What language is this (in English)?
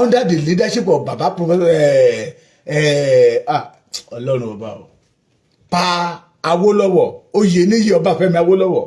Yoruba